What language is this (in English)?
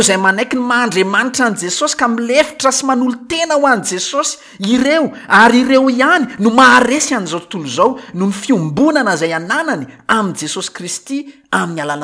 Malagasy